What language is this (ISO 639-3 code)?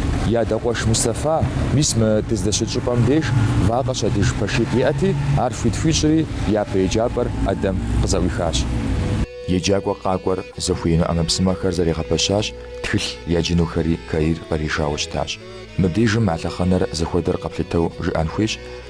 kbd